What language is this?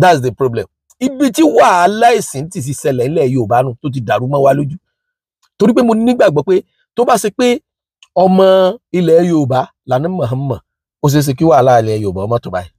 Yoruba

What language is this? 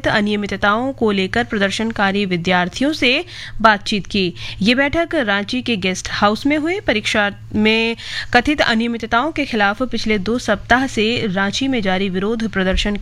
Hindi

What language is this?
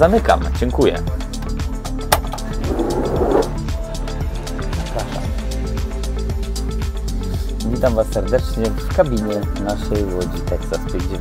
Polish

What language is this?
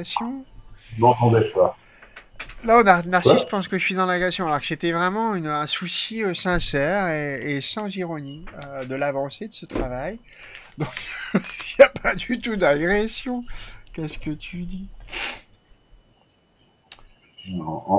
French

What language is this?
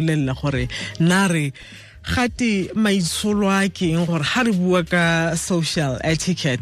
Tswana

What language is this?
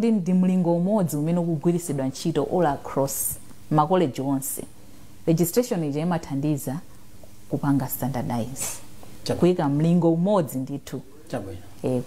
Nyanja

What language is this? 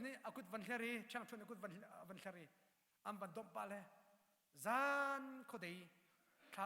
Hakha Chin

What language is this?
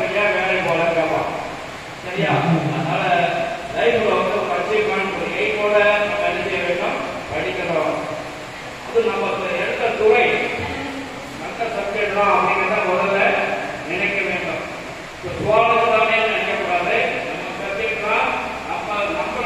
Tamil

